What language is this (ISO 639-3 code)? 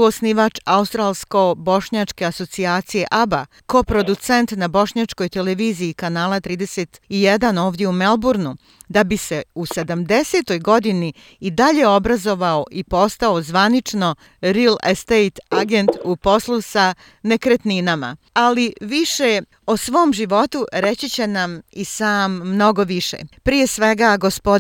bos